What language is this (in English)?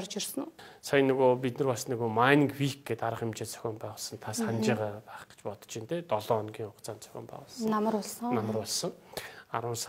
Mongolian